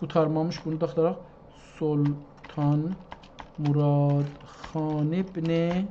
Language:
South Azerbaijani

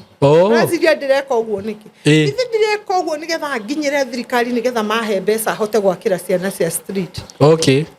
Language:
Kikuyu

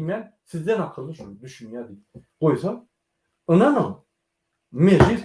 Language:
Turkmen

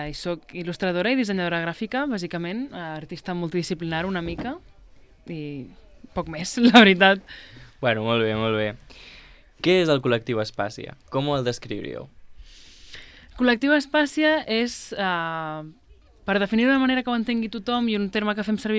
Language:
Catalan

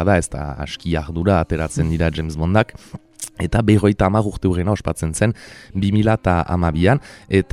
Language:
Basque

